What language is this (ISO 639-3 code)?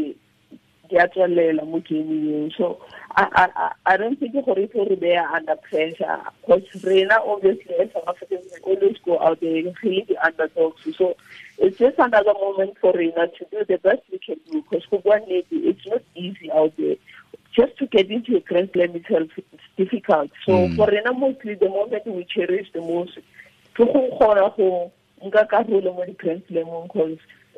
tsn